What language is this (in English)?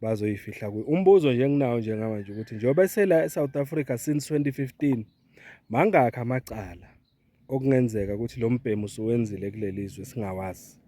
Zulu